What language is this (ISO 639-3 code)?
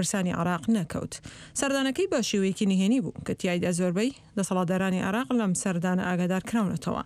ckb